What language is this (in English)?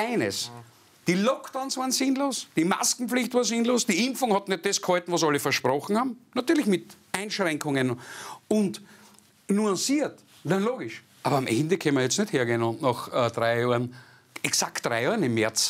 German